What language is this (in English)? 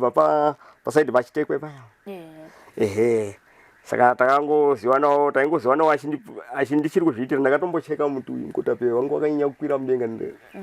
Shona